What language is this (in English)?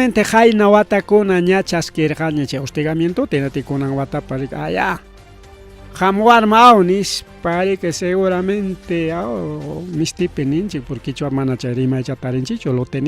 Ayacucho Quechua